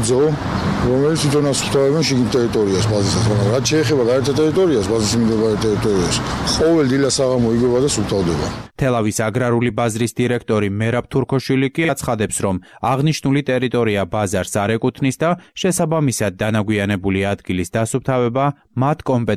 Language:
Georgian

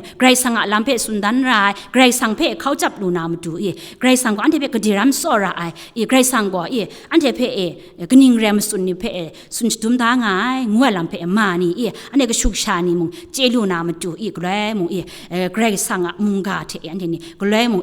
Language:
Kachin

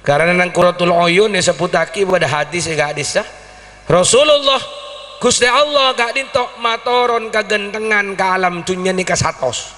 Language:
Madurese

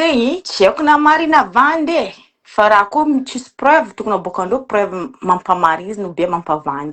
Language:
Malagasy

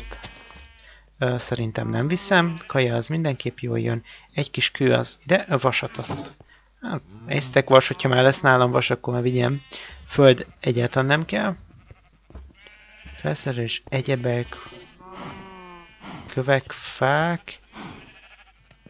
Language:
Hungarian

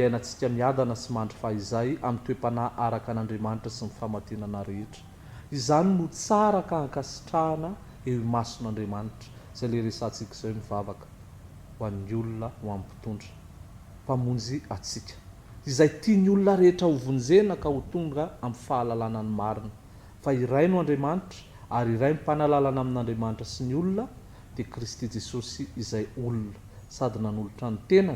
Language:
Malagasy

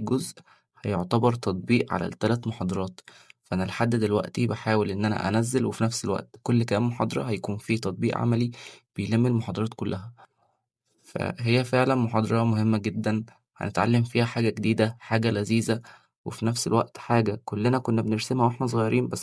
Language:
Egyptian Arabic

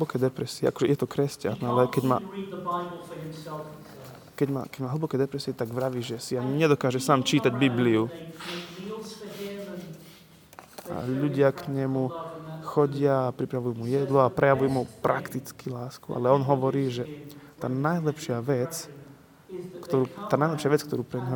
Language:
Slovak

